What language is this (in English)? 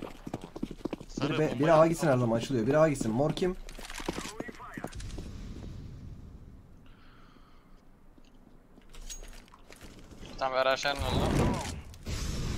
Turkish